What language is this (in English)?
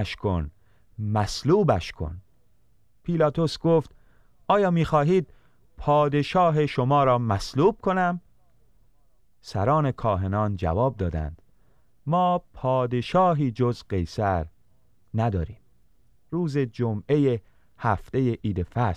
Persian